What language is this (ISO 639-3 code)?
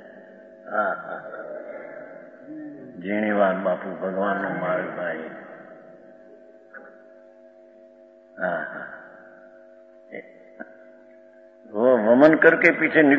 guj